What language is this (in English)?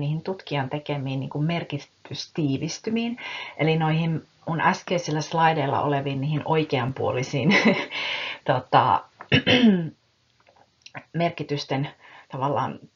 Finnish